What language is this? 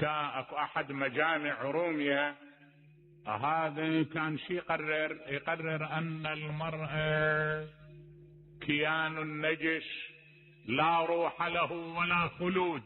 Mesopotamian Arabic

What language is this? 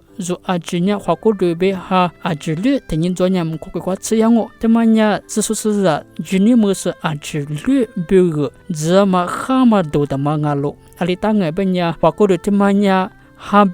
Lisu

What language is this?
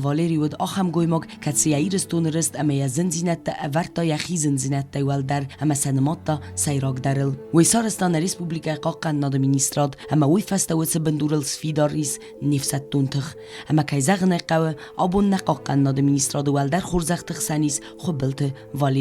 Ossetic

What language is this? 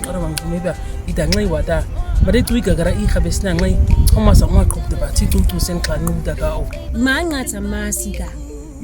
Nama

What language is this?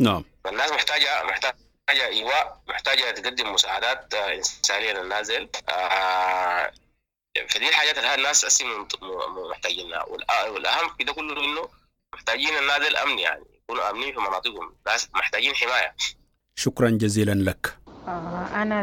Sudanese Arabic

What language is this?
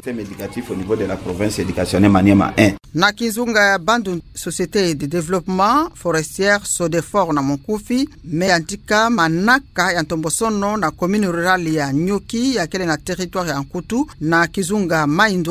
Kituba (Democratic Republic of Congo)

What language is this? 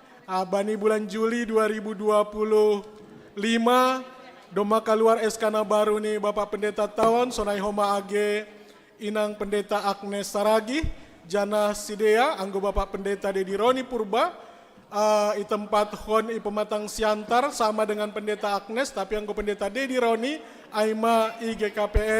Batak Simalungun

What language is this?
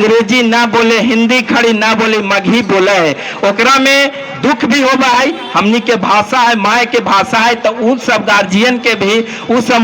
Magahi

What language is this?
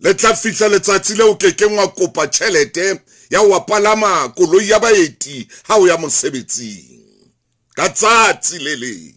Southern Sotho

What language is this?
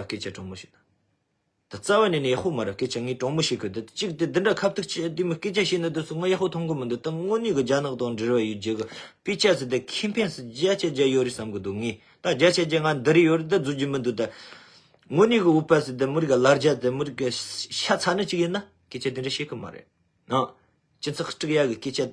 Tibetan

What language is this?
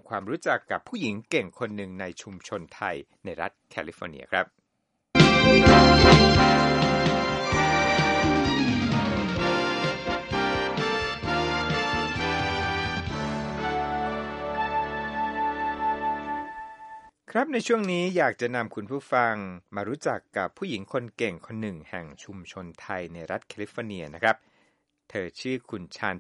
Thai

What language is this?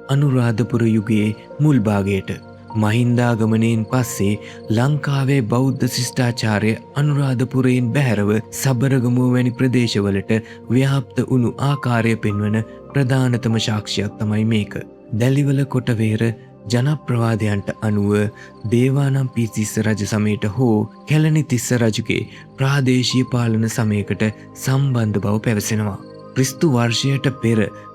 Sinhala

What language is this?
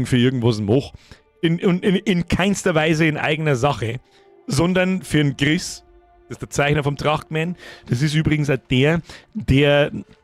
Bavarian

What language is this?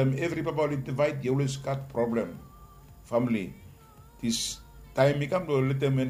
Bislama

